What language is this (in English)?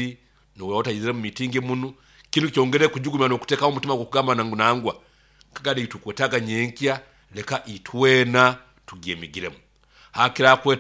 Nyoro